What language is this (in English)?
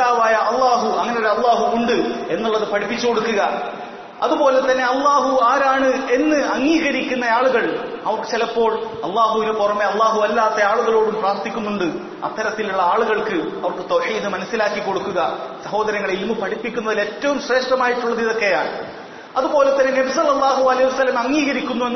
Malayalam